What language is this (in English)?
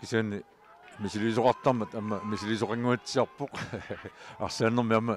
Kalaallisut